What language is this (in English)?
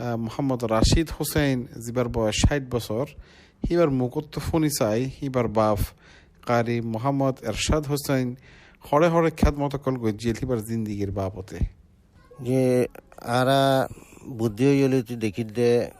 Rohingya